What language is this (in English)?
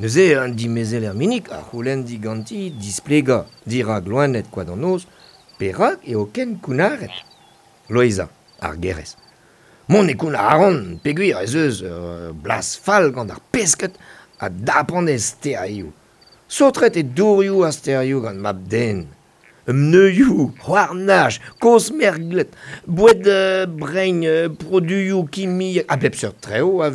Breton